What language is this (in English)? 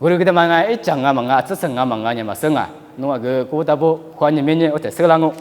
Lisu